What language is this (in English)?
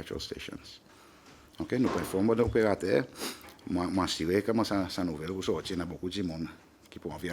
Seselwa Creole French